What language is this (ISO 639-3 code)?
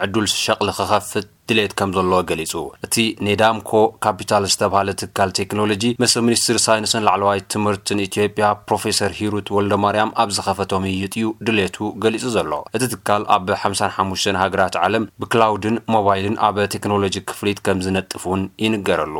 tir